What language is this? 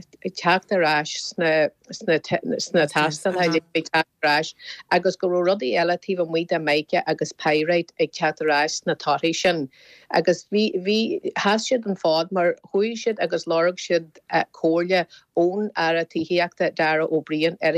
Irish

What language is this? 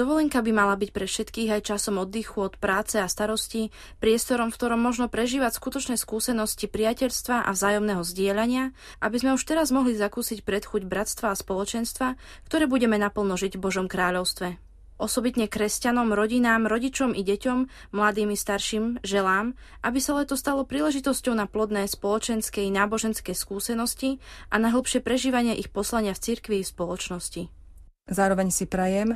Slovak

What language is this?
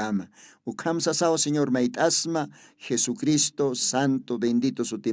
Aymara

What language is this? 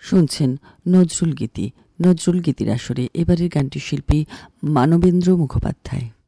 Bangla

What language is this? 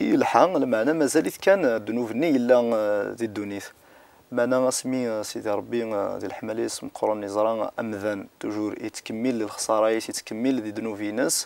Kabyle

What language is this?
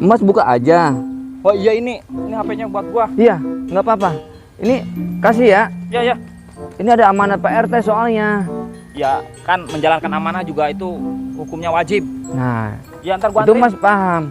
Betawi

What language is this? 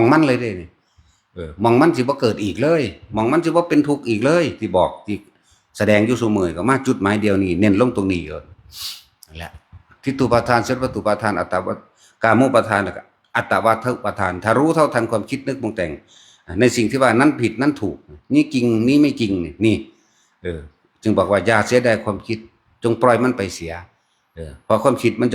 Northeastern Thai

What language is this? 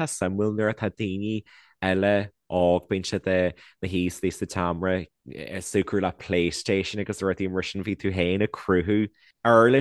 Irish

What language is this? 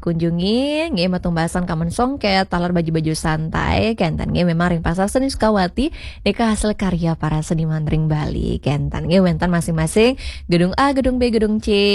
Balinese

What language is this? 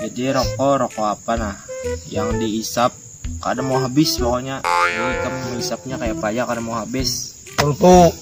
Banjar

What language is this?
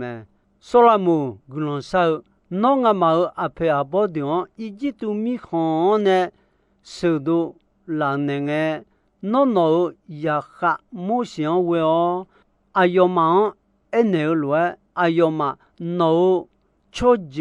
Akha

